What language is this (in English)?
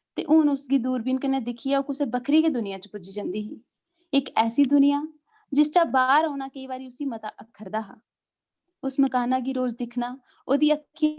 Dogri